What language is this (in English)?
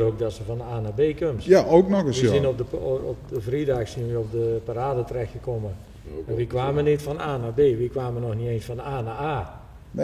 Limburgish